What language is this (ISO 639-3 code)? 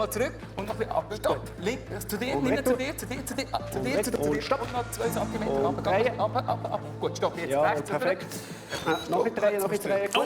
gsw